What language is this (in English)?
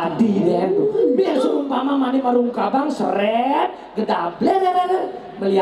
Balinese